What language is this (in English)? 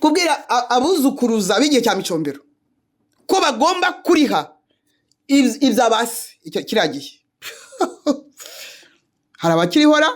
Kinyarwanda